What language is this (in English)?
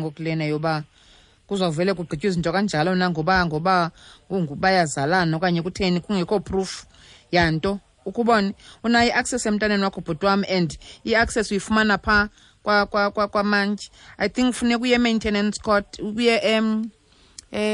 Xhosa